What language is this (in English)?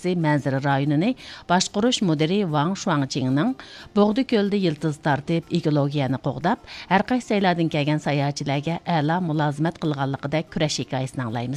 Uyghur